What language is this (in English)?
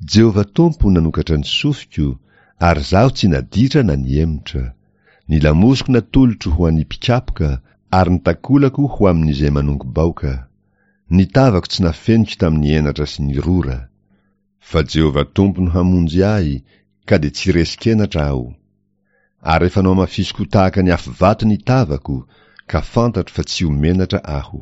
Malagasy